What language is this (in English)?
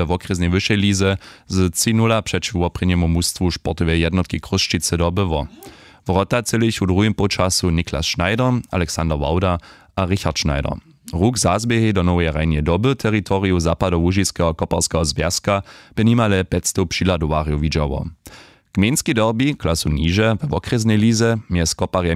Upper Sorbian